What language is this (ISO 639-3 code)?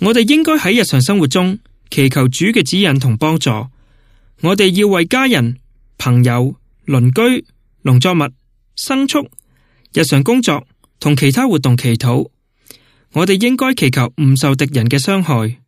yue